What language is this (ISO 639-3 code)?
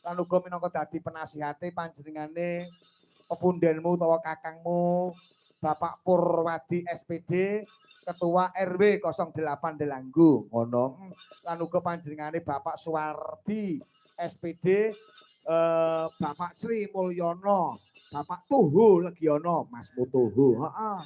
jav